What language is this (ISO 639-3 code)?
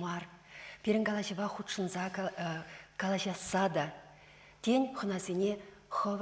chv